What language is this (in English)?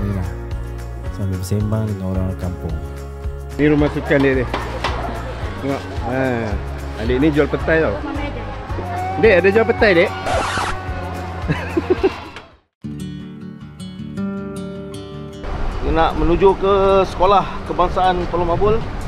Malay